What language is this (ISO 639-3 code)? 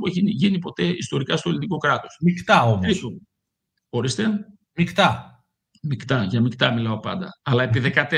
ell